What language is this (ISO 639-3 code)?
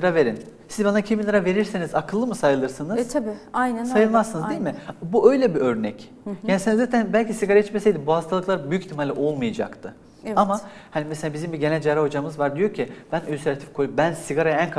tur